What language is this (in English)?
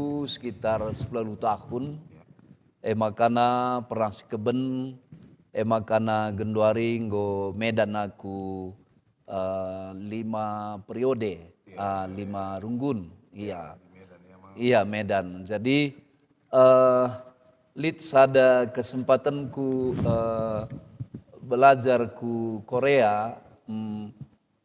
Batak Karo